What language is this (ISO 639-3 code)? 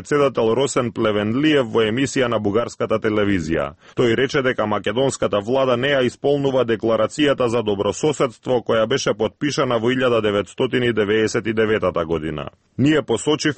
mkd